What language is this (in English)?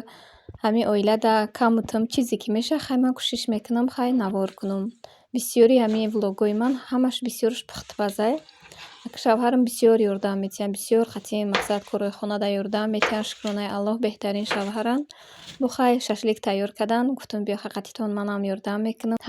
Tajik